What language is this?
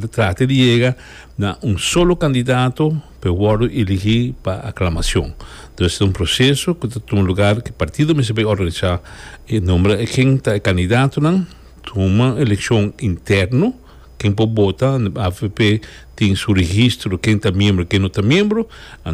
Papiamento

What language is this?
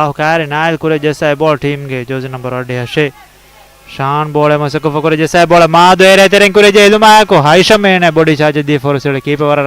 Divehi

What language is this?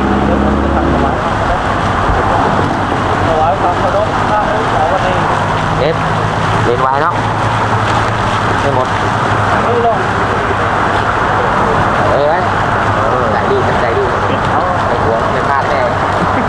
Thai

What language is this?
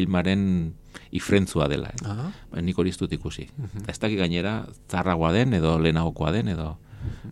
Basque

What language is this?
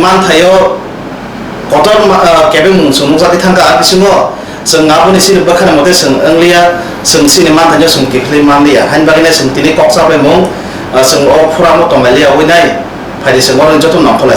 Riang (India)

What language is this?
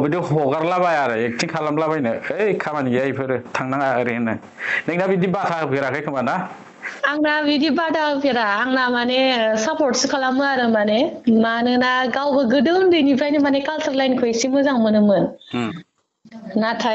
Bodo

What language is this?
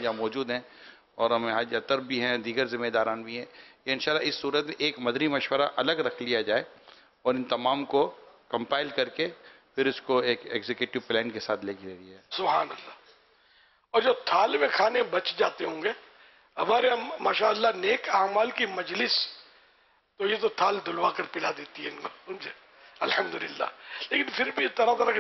Urdu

